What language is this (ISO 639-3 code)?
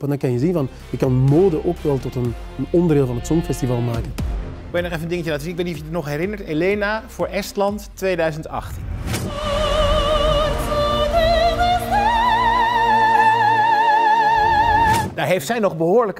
nld